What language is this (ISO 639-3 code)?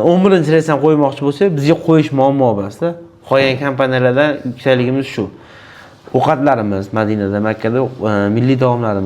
uzb